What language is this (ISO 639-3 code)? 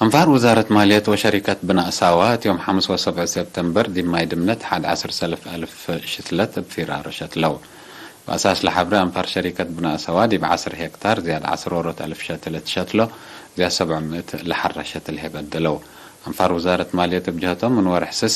tig